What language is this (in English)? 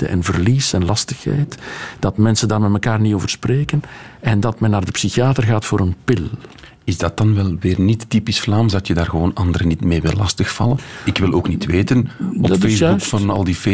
Dutch